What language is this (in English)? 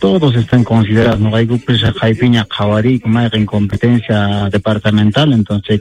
Quechua